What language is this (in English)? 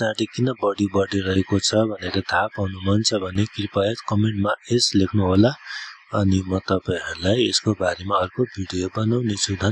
Nepali